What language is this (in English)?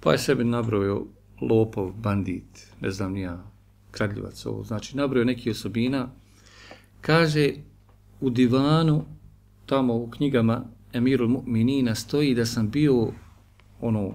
Bosnian